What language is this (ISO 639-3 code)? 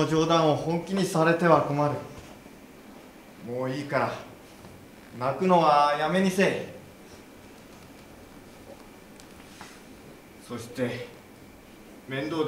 jpn